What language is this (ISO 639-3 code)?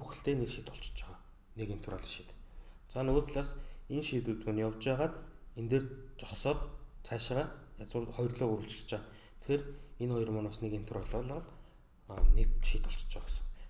mon